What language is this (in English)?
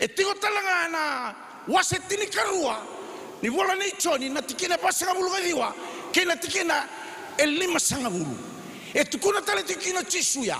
Fijian